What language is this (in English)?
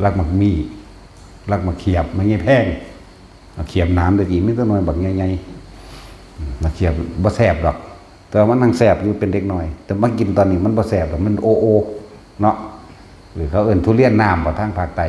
Northeastern Thai